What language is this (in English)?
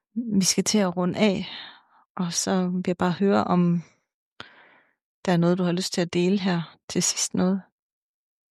Danish